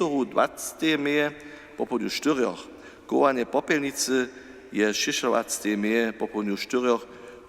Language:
Upper Sorbian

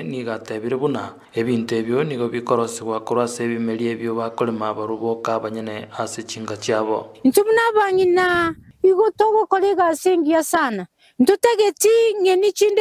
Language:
Gusii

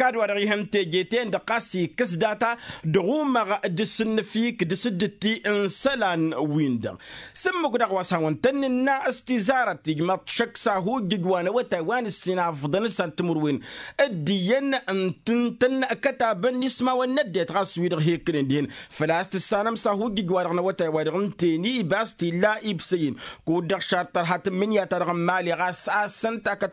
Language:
Tamasheq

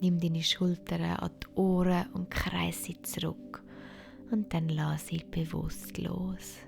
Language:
Swiss German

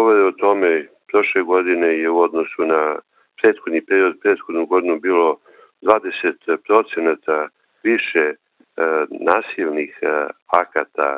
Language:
Serbian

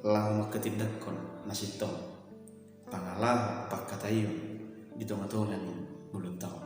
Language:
Batak Toba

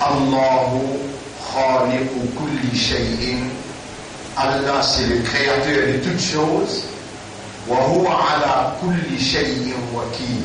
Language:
Morisyen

